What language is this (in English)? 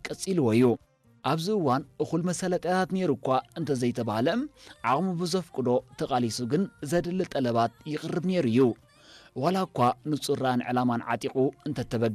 Tigrinya